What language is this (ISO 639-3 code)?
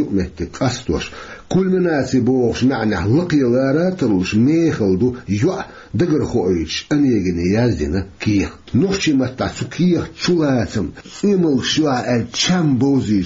che